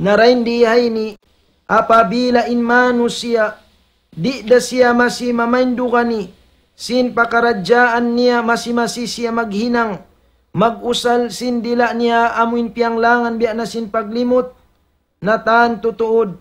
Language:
Tausug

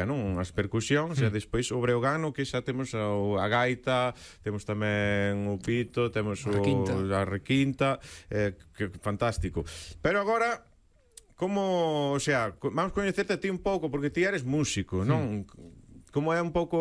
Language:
Galician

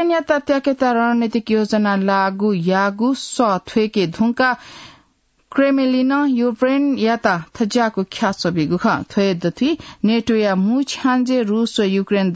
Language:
Newari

